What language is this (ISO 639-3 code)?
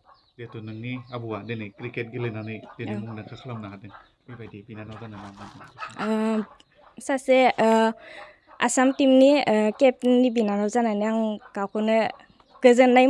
brx